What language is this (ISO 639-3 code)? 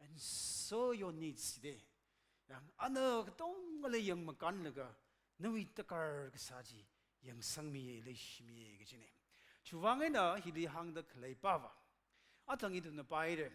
nmf